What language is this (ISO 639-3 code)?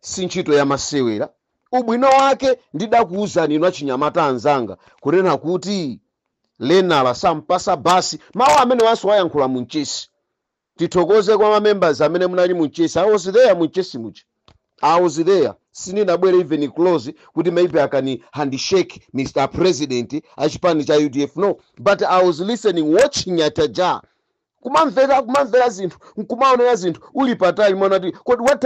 nya